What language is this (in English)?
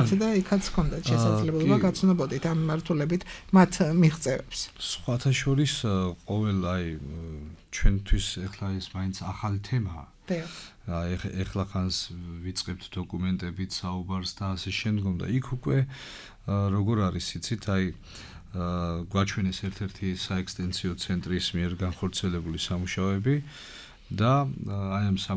Georgian